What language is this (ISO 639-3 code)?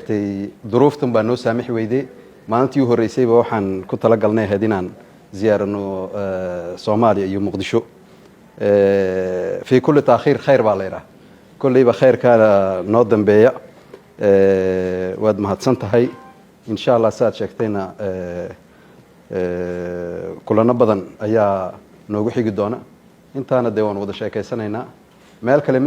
som